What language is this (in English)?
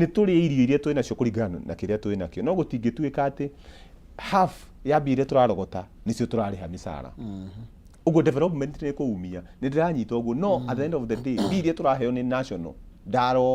Kikuyu